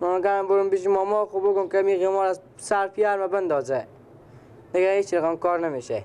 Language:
Persian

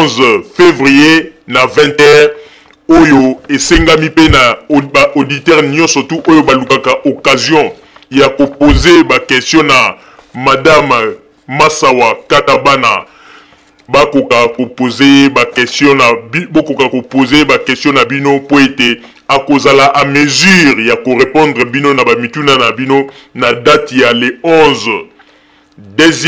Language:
Lingala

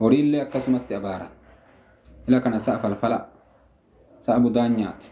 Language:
Oromo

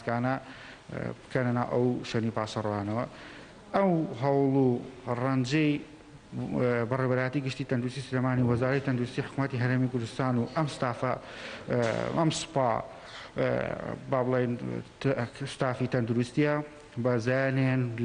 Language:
Central Kurdish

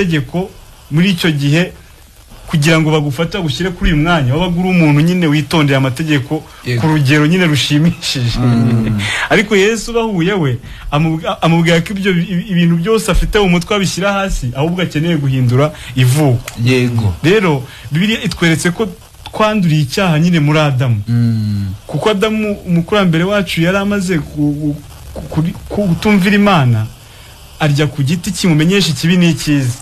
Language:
Kinyarwanda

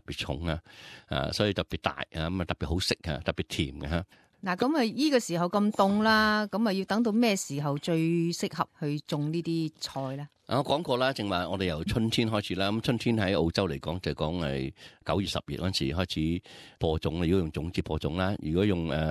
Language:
Cantonese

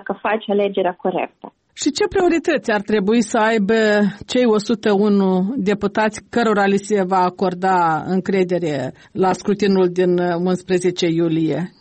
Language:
Romanian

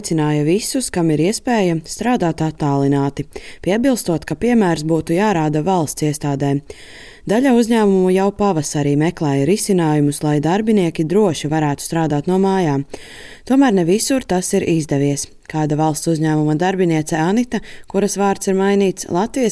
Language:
Latvian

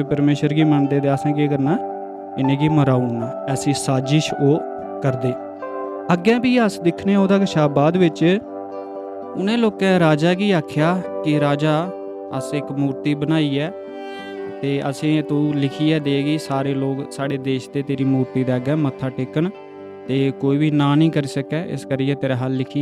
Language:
Dogri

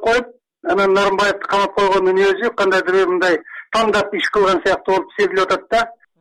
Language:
Kyrgyz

